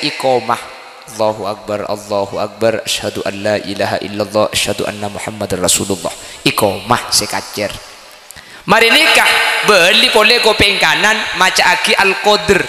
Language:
Madurese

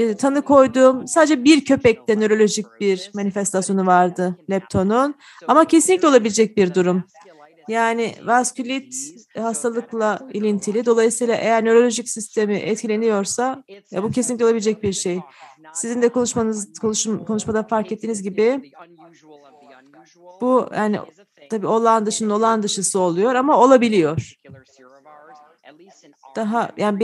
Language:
Turkish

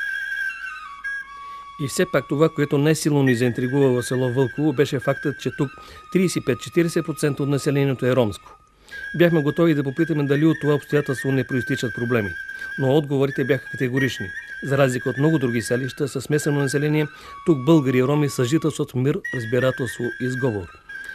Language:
Bulgarian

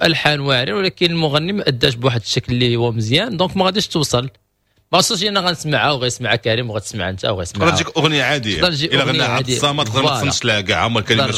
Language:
Moroccan Arabic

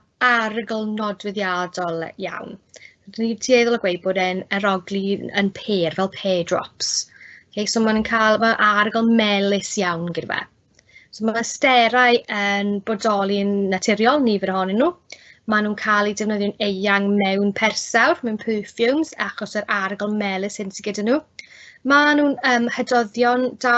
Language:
Welsh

